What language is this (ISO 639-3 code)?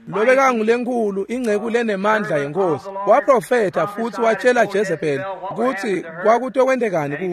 ssw